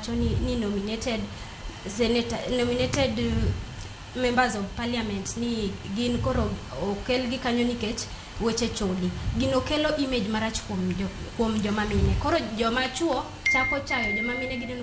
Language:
Luo (Kenya and Tanzania)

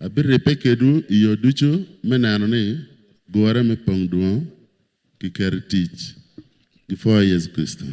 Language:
Acoli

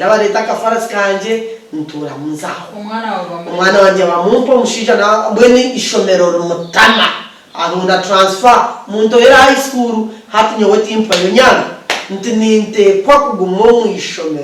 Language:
Nyankole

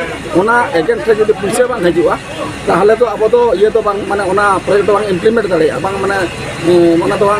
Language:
Santali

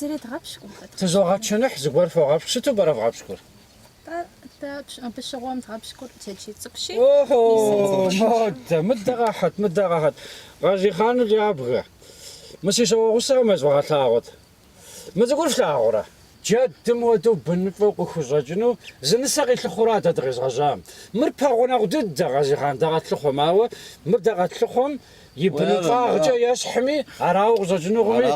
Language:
Kabardian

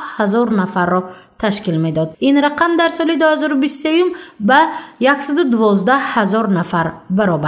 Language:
Tajik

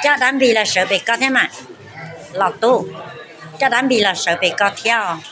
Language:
Hmong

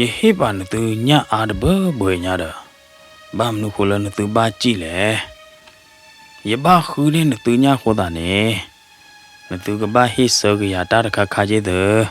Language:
S'gaw Karen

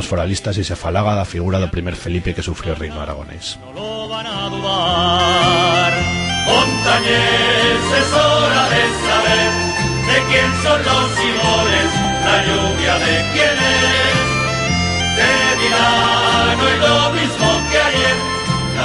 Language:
Aragonese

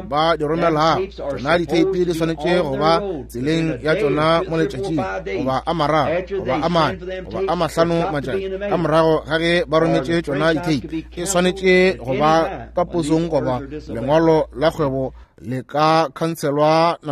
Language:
Northern Sotho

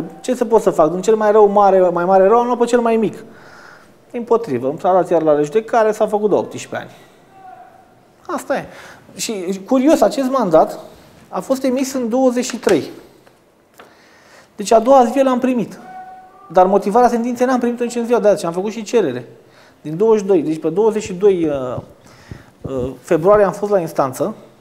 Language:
Romanian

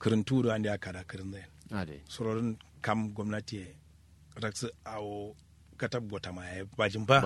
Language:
Kanuri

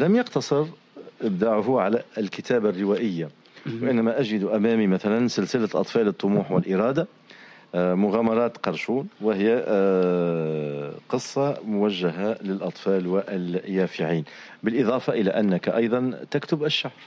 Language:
Tunisian Arabic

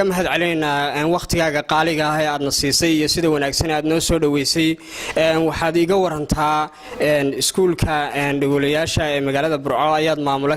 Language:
Somali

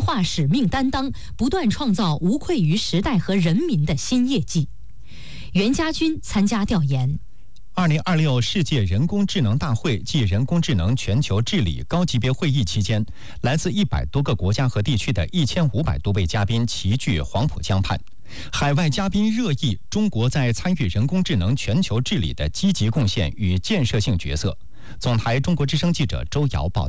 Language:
Chinese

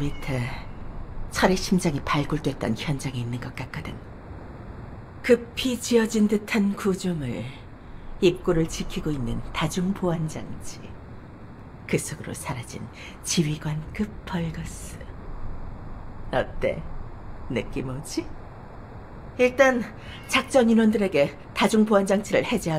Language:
Korean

